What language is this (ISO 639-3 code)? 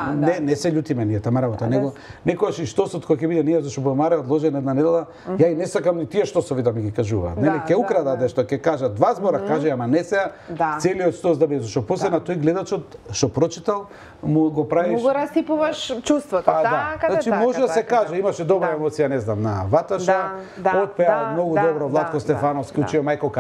mkd